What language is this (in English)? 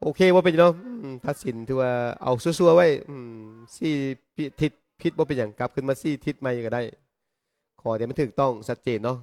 Lao